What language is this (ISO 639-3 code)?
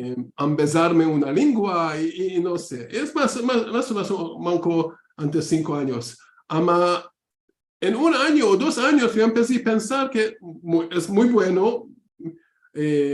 lad